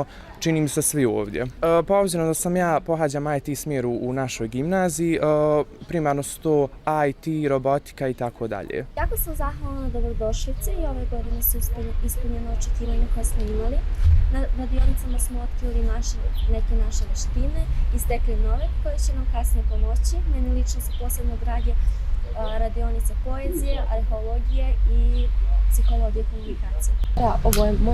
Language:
Bosnian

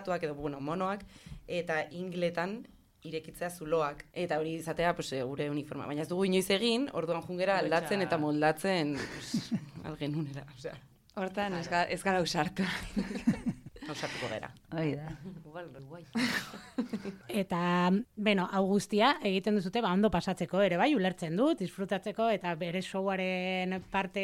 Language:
Basque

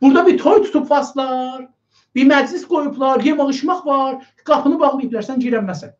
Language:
South Azerbaijani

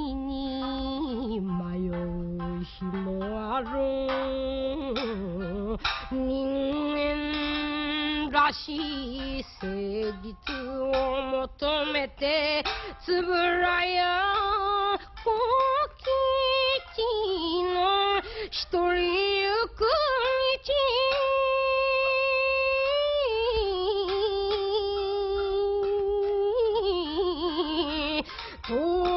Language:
Japanese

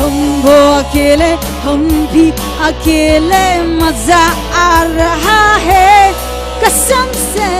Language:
Tangkhul Naga (India)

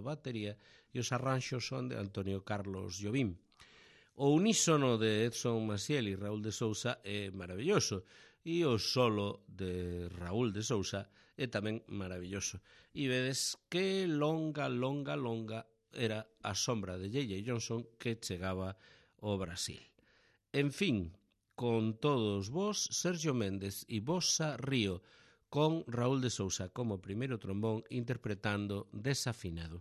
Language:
Galician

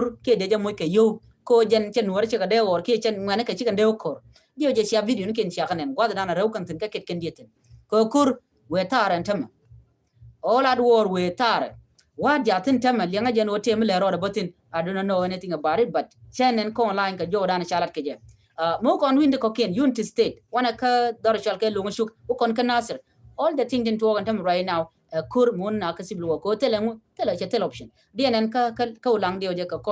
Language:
Nuer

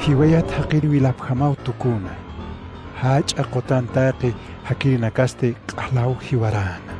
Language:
Aymara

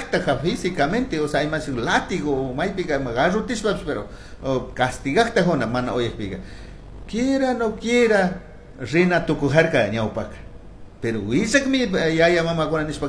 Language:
Chimborazo Highland Quichua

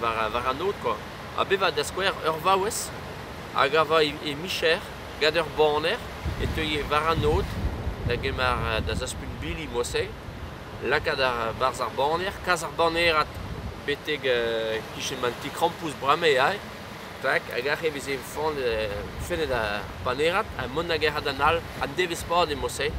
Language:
Breton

